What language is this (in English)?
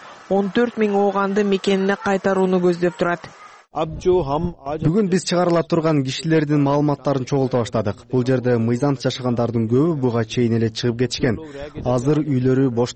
Kyrgyz